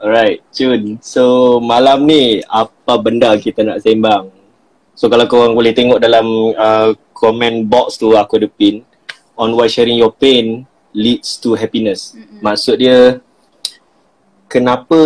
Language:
Malay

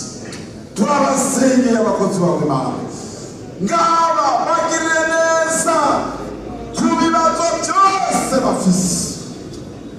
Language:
Rundi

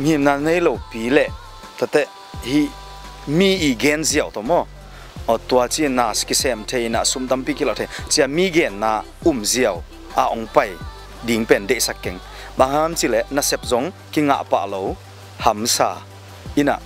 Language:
Tedim Chin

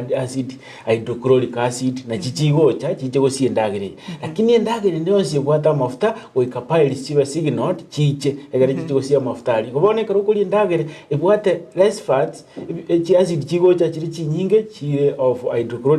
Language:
Gusii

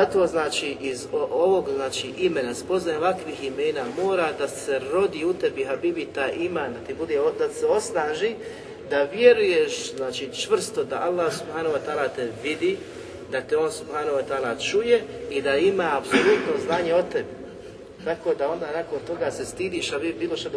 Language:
Bosnian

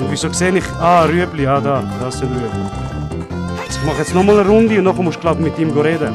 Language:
Swiss German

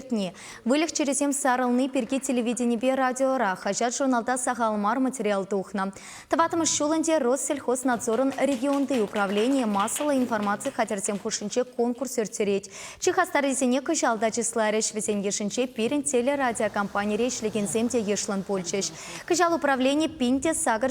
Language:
Chuvash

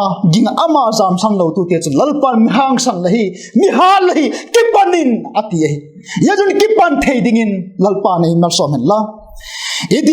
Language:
Vaiphei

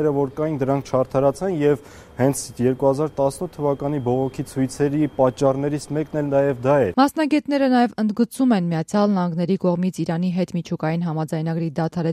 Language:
Armenian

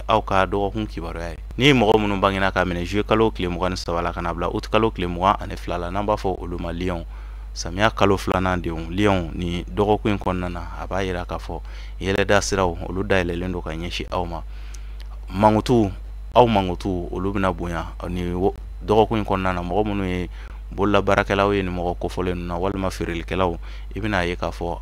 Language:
Bambara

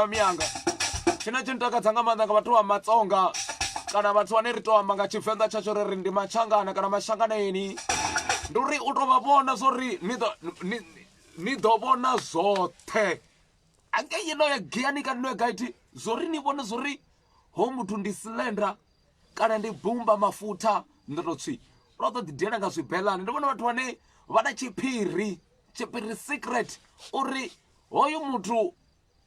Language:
Venda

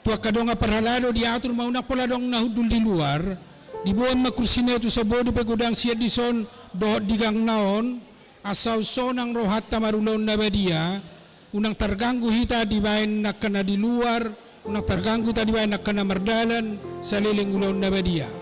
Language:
Batak Toba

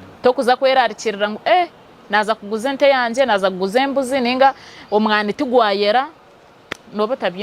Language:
Nyankole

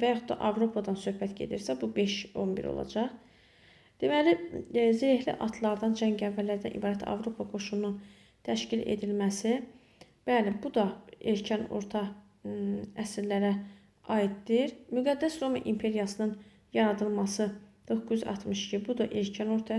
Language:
Azerbaijani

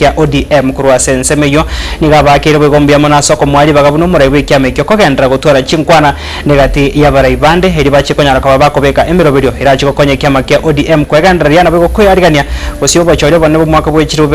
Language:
Gusii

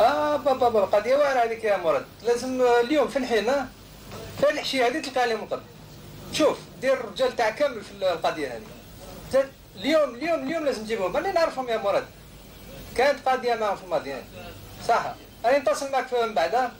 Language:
Algerian Arabic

